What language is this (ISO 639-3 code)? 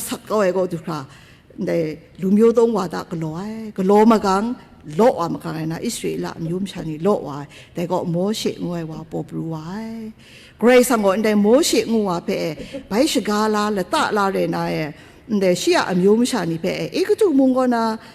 kac